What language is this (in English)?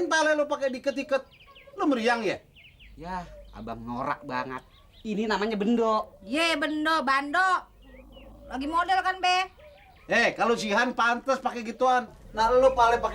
Betawi